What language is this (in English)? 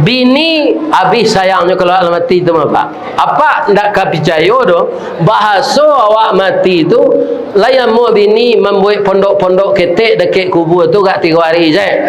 Minangkabau